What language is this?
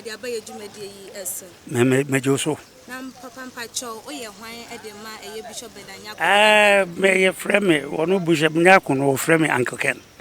Akan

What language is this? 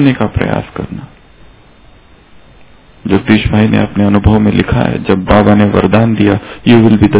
Hindi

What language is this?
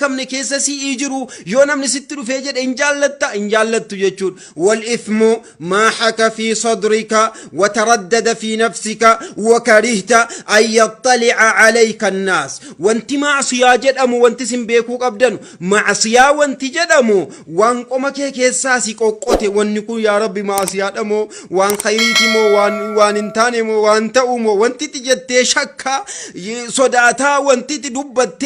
Oromo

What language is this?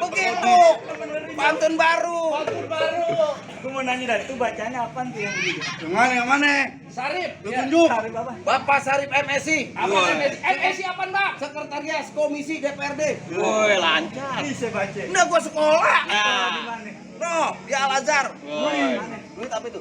Betawi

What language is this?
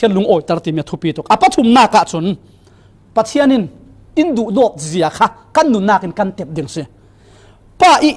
Falam Chin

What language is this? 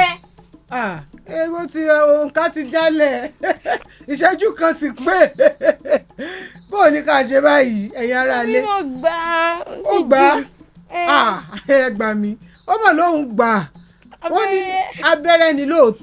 Yoruba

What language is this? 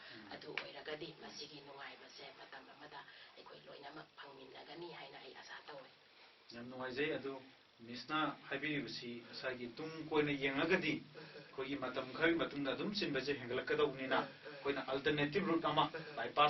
Manipuri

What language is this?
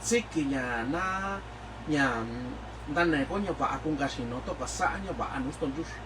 Mixtepec Mixtec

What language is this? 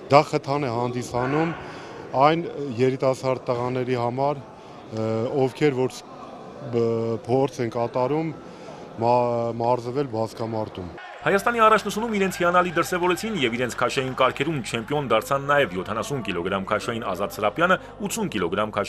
Armenian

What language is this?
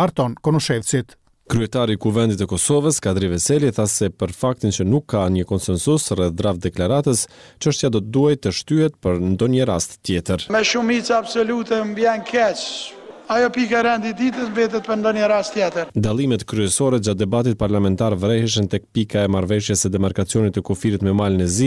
Albanian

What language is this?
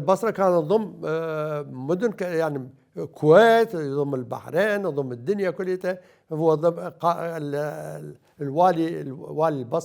Mesopotamian Arabic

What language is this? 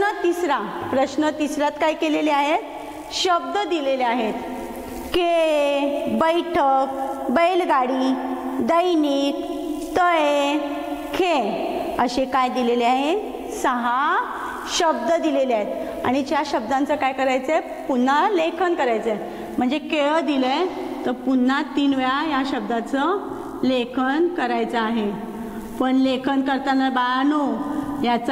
Marathi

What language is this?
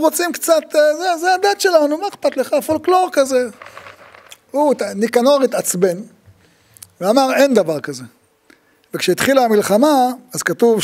Hebrew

